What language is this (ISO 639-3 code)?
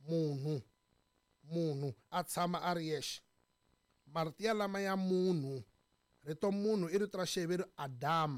tso